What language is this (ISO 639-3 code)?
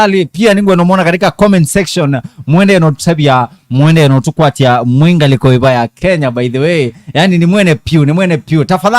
kam